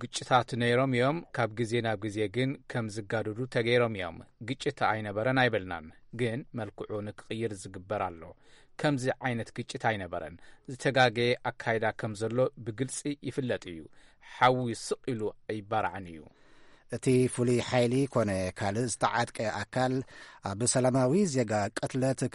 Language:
Tigrinya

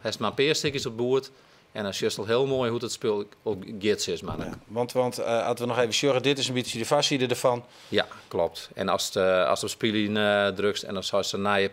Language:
Western Frisian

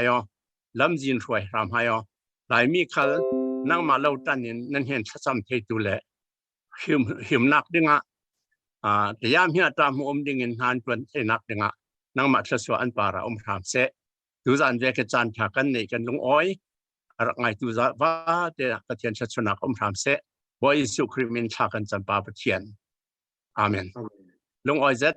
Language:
Falam Chin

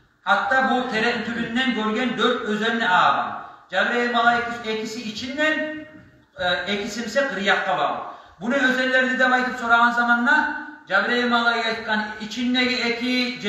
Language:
Kumyk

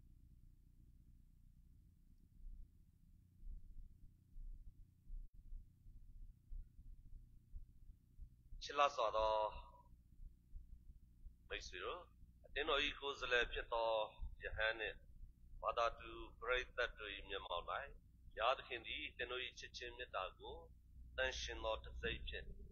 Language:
Burmese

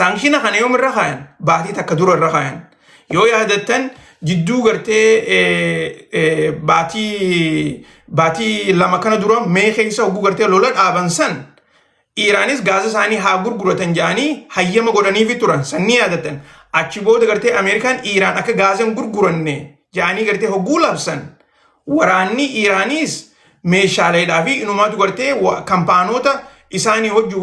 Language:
Oromo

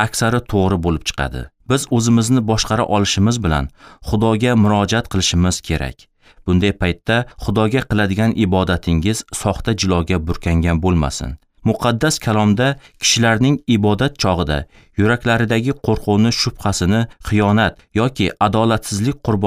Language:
Uzbek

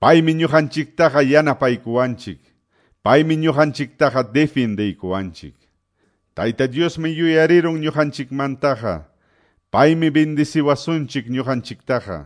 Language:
Quechua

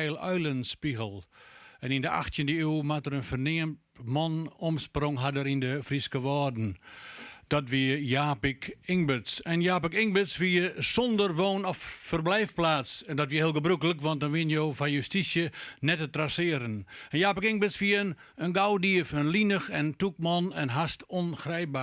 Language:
Western Frisian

